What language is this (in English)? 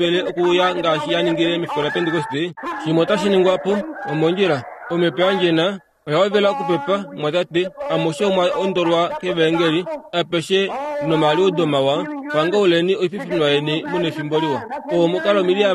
Kuanyama